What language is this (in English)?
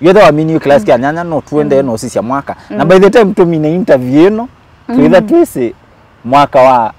Kamba